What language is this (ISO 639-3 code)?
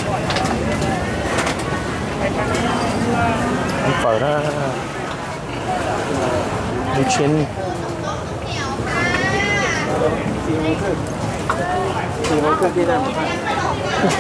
tha